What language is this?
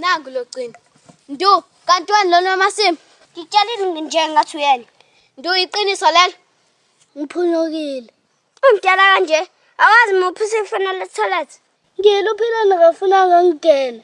Zulu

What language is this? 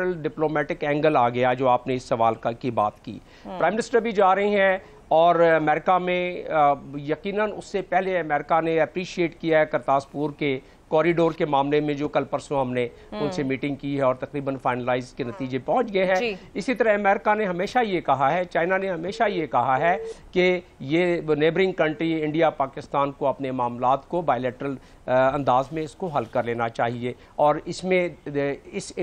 Urdu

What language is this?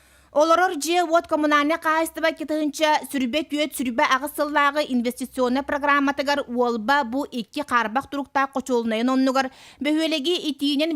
Yakut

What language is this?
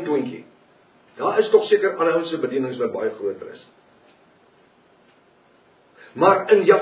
Afrikaans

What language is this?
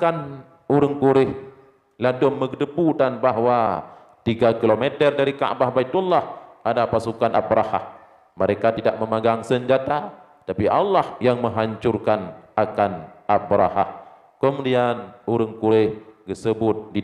Achinese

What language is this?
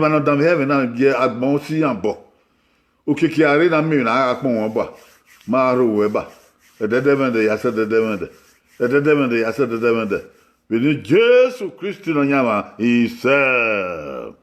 Bini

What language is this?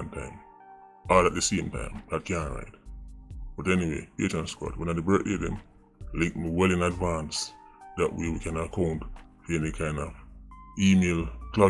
Jamaican Creole English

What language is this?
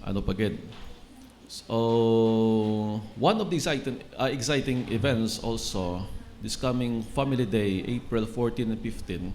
Hiligaynon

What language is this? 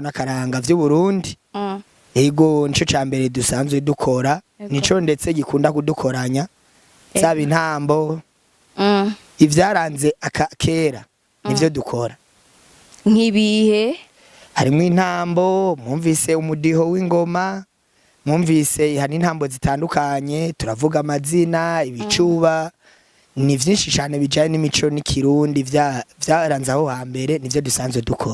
Rundi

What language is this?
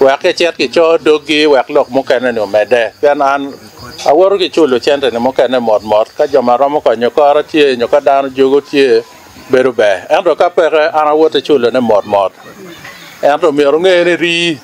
Acoli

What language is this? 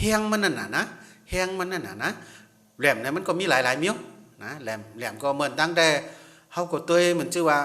Shan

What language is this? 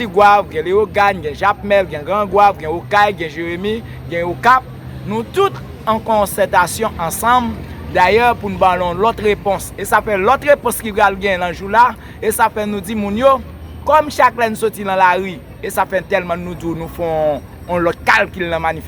Haitian Creole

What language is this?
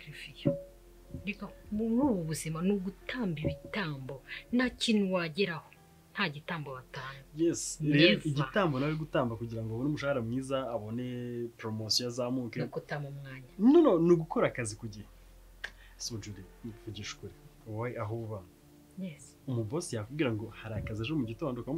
Kinyarwanda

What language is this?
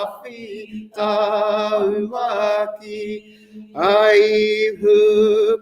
Māori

